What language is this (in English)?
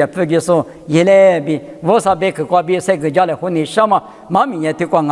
Lisu